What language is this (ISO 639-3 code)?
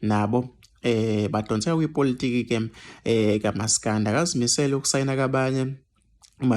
zul